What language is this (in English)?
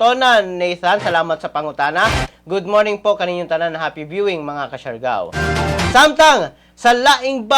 Cebuano